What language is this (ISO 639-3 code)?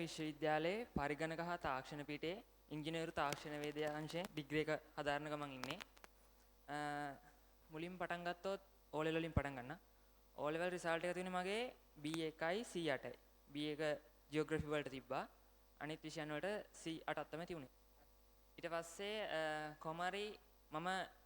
sin